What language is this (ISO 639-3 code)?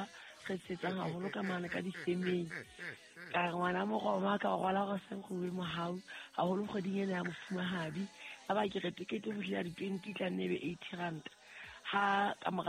sot